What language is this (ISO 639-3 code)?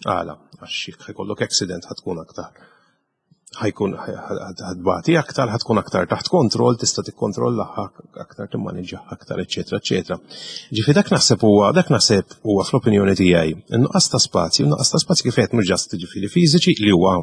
mlt